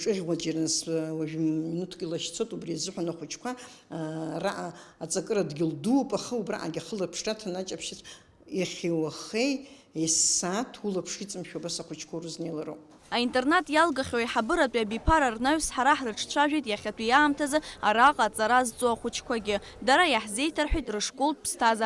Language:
Abkhazian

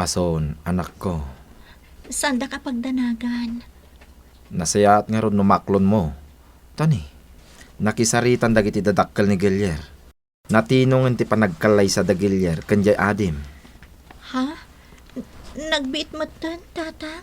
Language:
Iloko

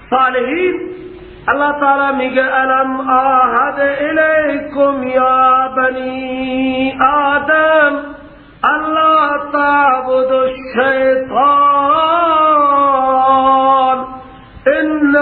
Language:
Persian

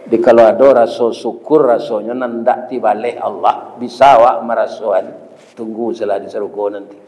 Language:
Minangkabau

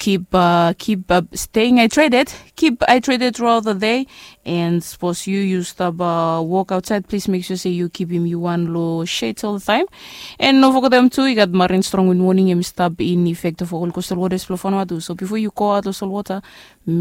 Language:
Bislama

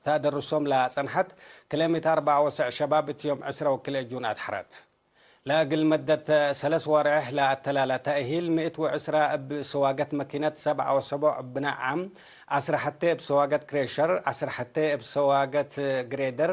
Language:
Tigre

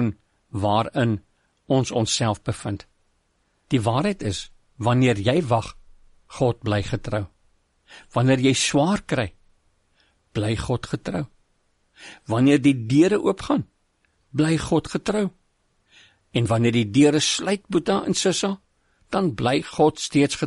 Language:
Afrikaans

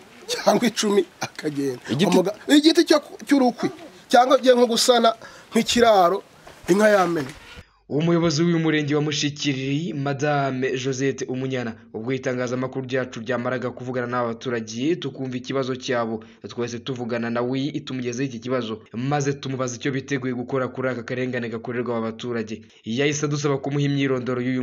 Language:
Kinyarwanda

